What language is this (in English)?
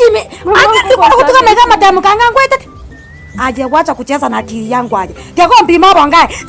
Gusii